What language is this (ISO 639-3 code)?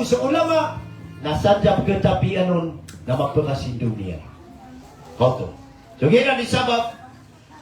mrw